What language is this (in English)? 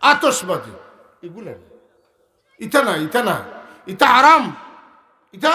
Sylheti